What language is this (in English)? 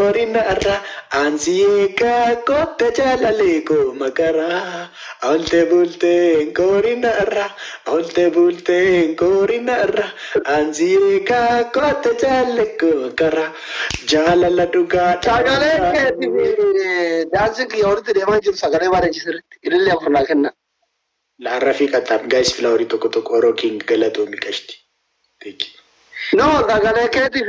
Oromo